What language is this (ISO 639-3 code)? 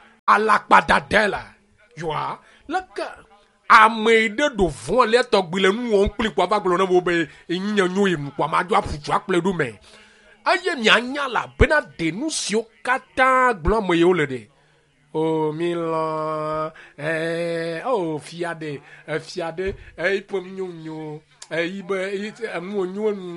ewe